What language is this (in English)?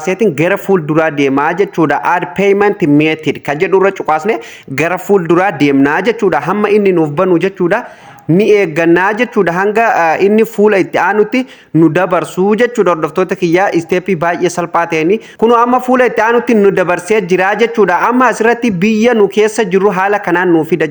Oromo